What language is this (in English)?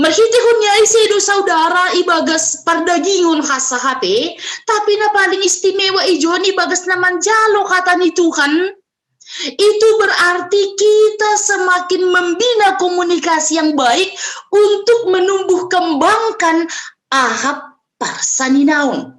Batak Simalungun